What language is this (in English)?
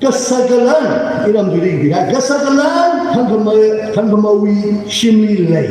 Tangkhul Naga (India)